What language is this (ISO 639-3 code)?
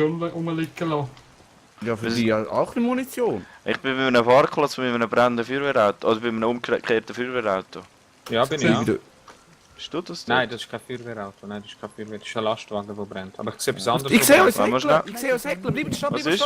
gsw